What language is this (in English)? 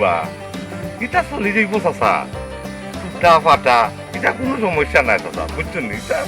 Sylheti